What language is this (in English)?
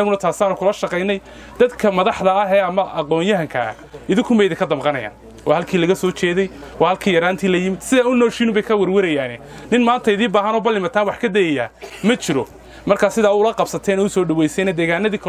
Somali